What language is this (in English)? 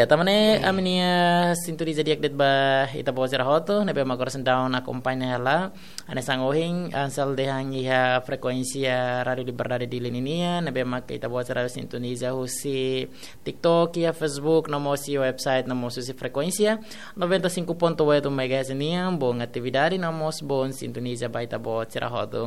Tetum